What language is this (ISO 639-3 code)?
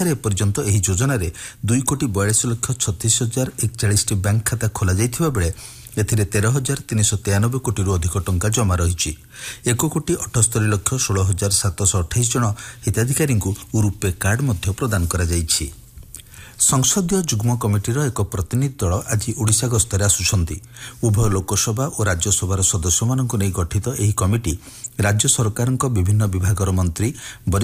ori